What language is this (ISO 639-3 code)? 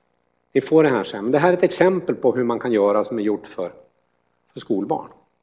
swe